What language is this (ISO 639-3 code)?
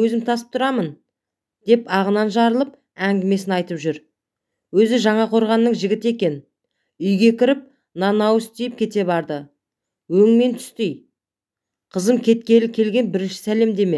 kaz